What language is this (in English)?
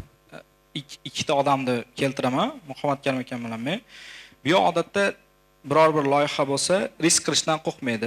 Uzbek